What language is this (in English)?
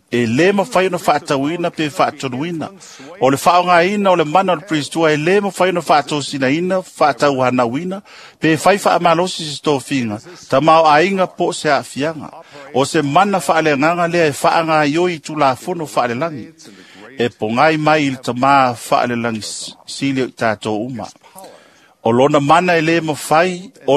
Samoan